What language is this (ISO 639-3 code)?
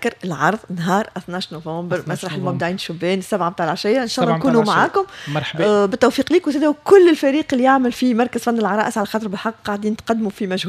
aeb